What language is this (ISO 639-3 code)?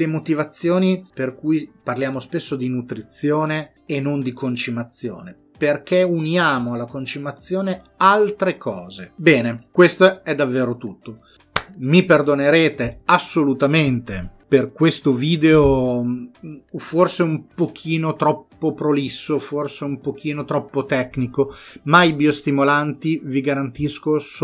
ita